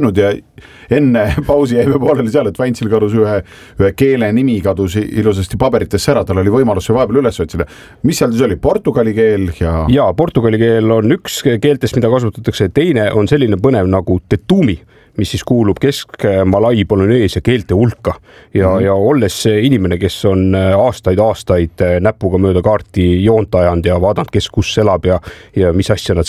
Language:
Estonian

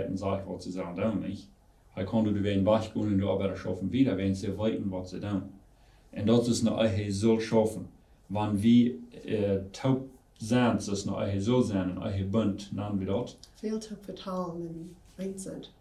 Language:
Plautdietsch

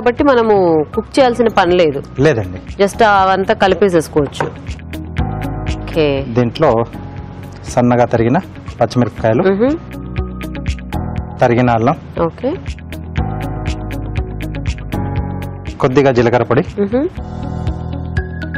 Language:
Telugu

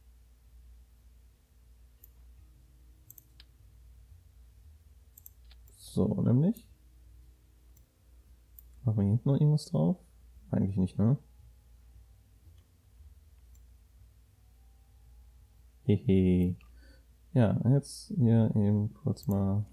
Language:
German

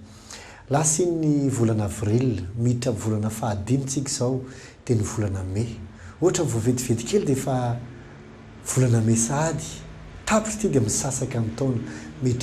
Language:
Malagasy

